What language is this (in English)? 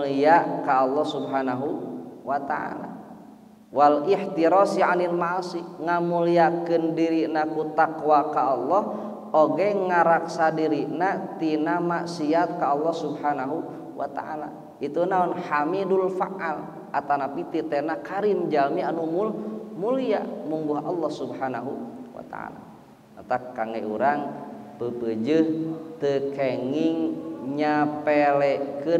Sundanese